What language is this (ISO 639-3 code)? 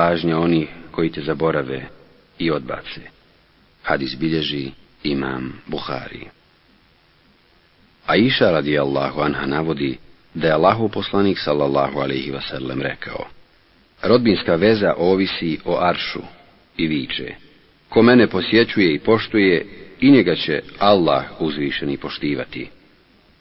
bos